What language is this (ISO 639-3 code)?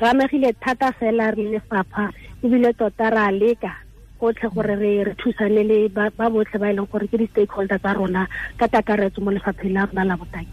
tsn